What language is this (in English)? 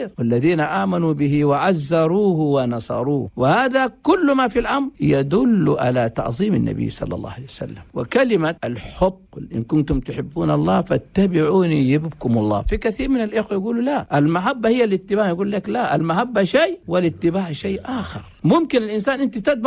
Chadian Arabic